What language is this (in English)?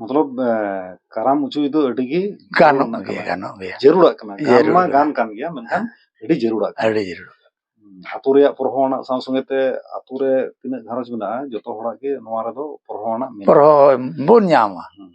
Santali